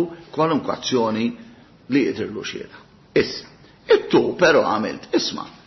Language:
Maltese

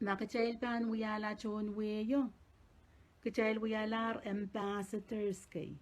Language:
Pohnpeian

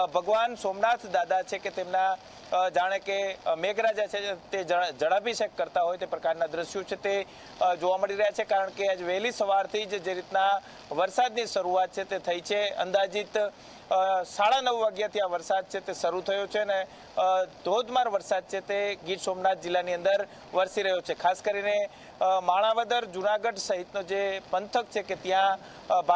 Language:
Gujarati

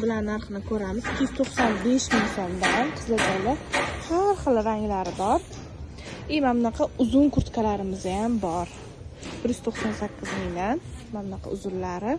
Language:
Uzbek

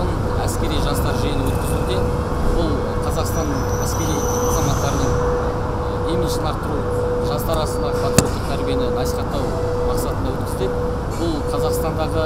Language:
Kazakh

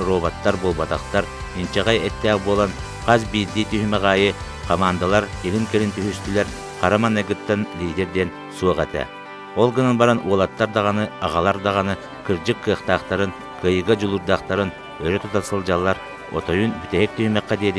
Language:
Yakut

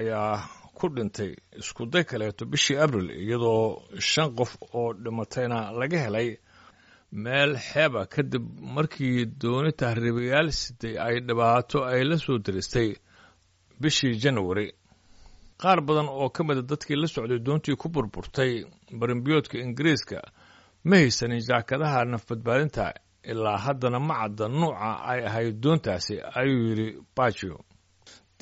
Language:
Somali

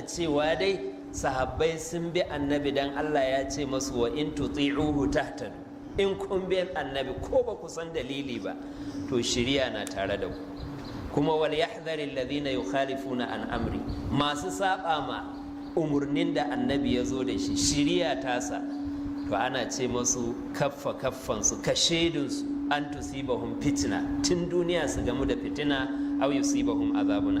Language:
Hausa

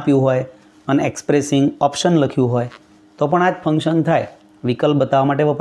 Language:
Gujarati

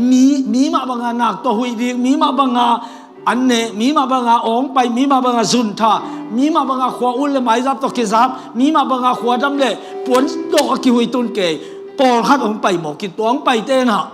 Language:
Tedim Chin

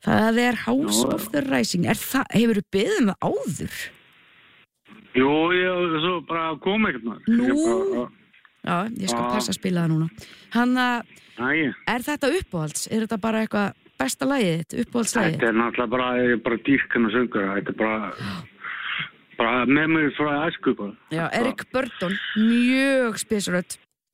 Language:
Icelandic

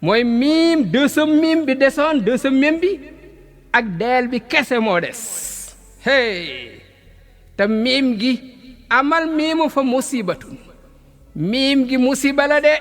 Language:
Wolof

